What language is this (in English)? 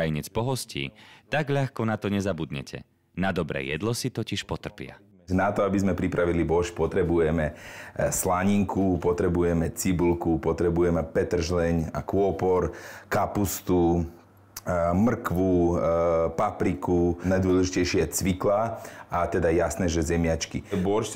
Slovak